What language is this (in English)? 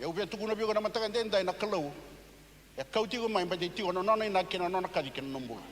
Fijian